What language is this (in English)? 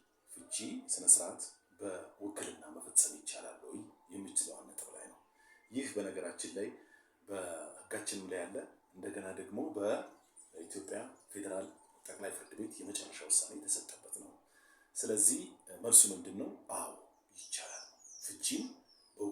Amharic